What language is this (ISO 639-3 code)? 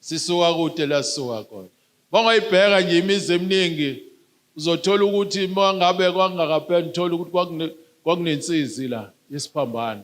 zul